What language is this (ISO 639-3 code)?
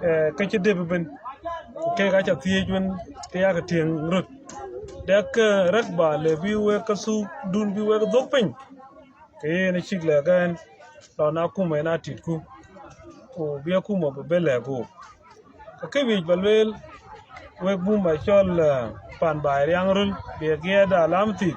din